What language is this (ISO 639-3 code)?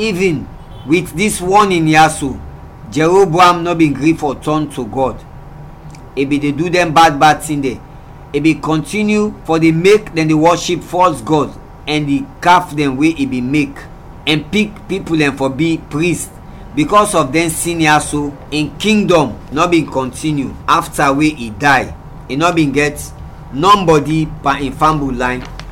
kri